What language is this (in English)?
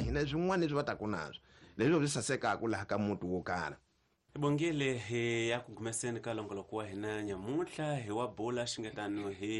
Tsonga